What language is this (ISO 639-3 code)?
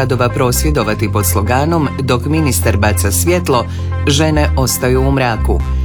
hrv